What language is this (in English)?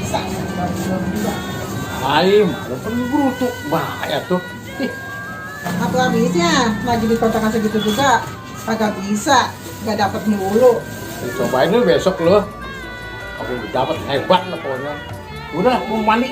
Betawi